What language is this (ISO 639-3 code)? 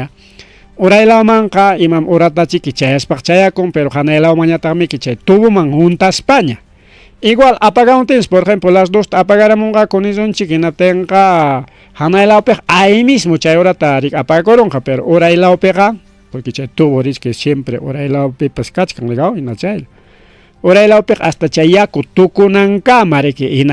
quy